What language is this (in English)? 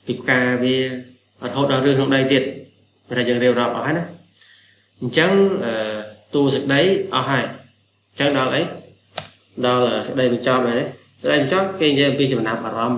Khmer